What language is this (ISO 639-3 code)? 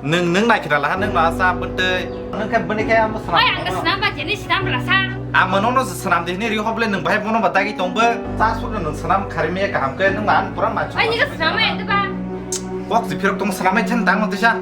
trp